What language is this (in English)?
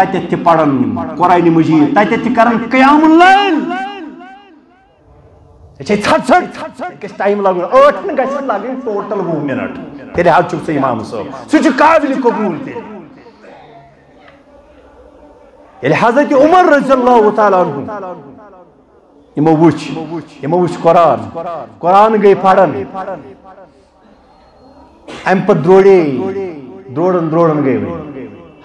Kashmiri